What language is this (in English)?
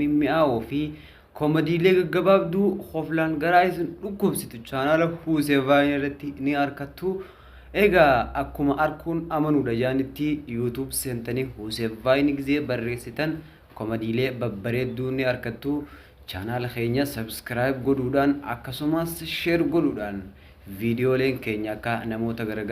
Oromo